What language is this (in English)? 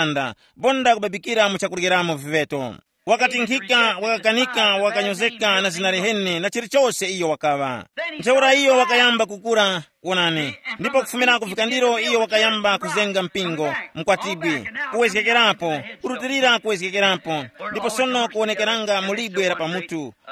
Tumbuka